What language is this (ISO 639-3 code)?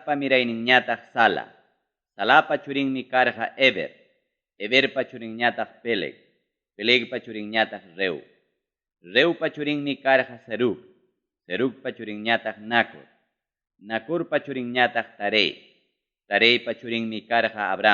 quy